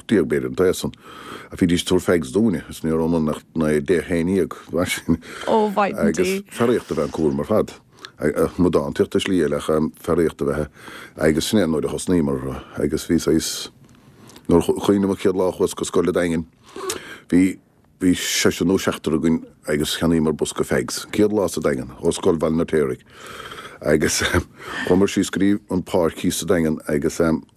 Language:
Irish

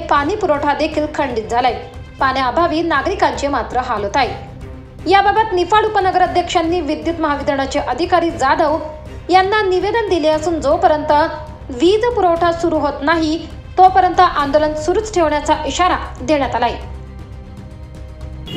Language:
Marathi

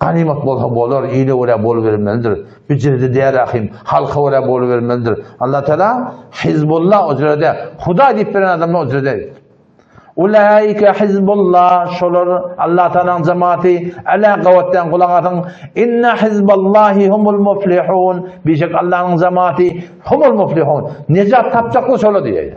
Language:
Turkmen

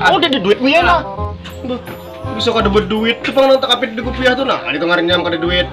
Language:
Banjar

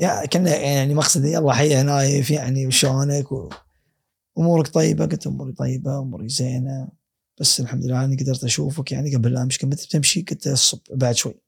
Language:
Gulf Arabic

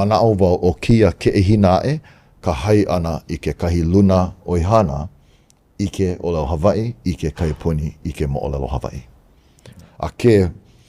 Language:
Hawaiian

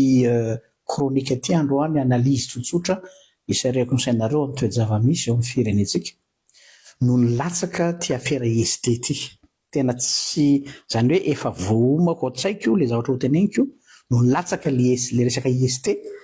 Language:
Malagasy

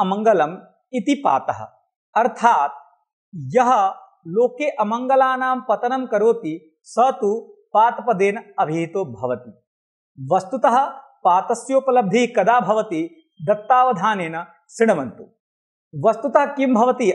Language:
Sanskrit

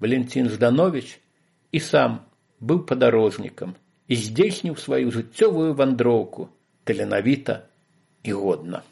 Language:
Belarusian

